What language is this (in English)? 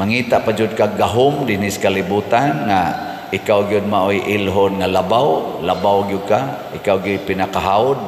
Cebuano